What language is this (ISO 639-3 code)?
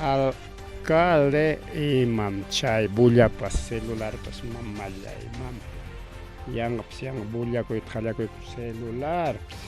quy